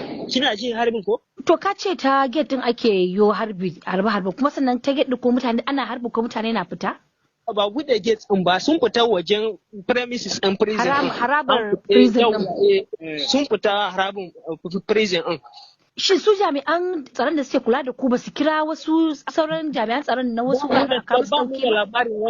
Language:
Hausa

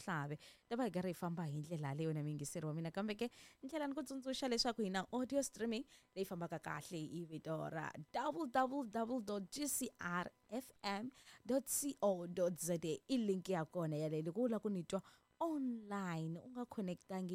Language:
Tsonga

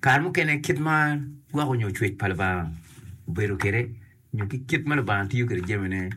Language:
Acoli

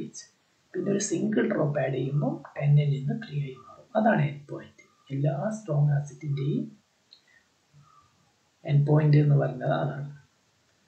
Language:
Malayalam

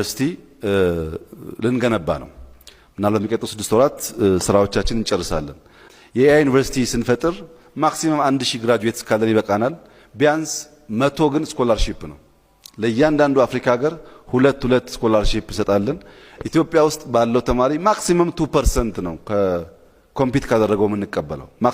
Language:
Amharic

